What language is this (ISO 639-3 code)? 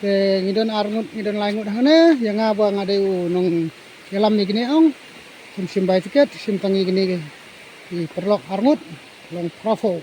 kha